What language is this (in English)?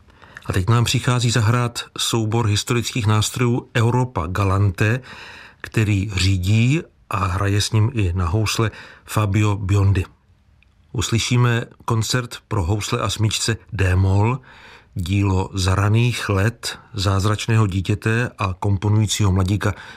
Czech